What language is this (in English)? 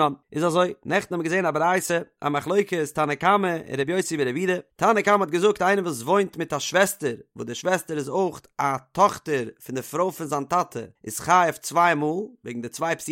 Yiddish